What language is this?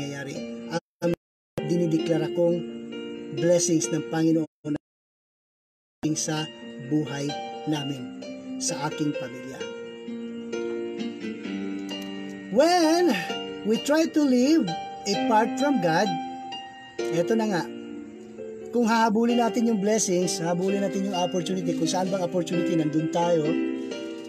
Filipino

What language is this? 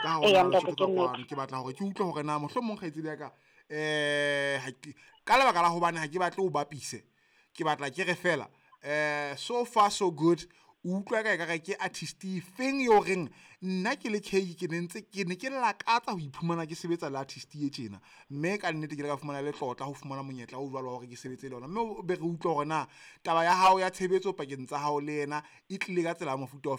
Southern Sotho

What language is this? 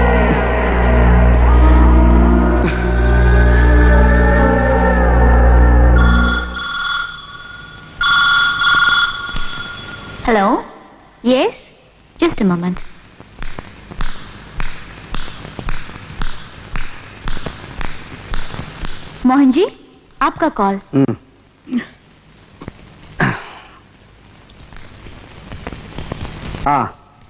Malayalam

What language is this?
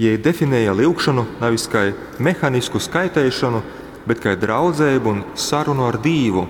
Latgalian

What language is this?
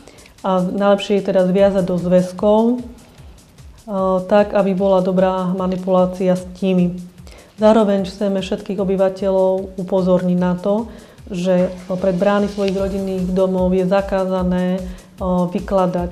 Slovak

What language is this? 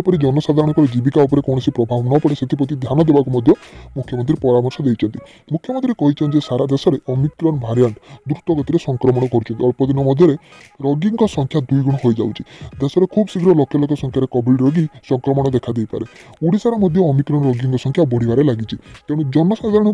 Odia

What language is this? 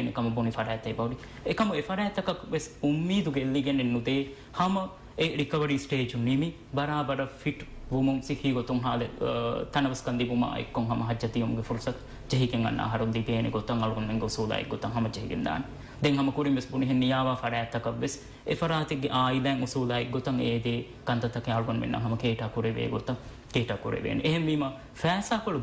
Divehi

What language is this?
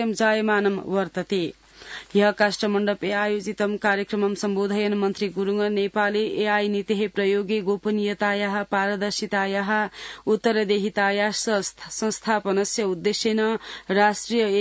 Sanskrit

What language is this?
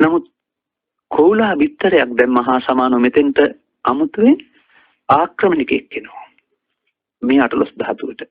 Sinhala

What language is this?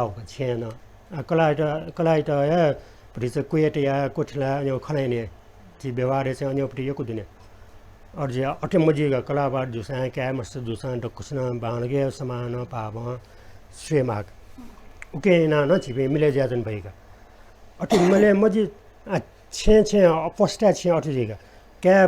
Newari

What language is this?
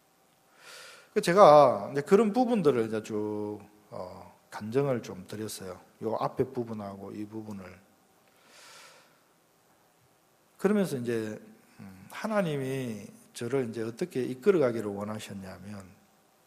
Korean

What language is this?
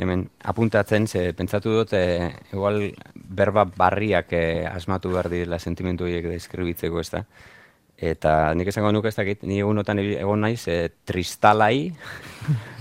Basque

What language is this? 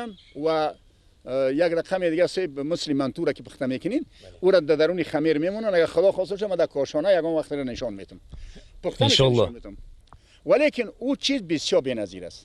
Persian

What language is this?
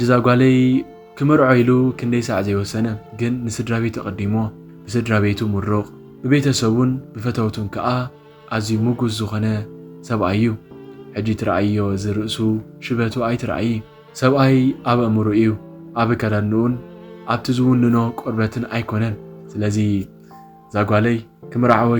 Tigrinya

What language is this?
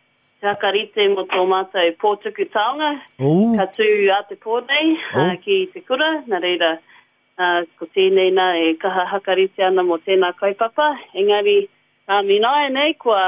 Māori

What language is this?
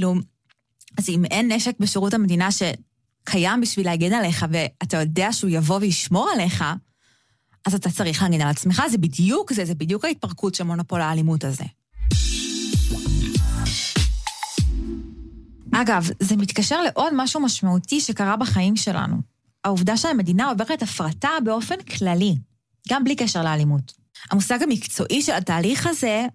Hebrew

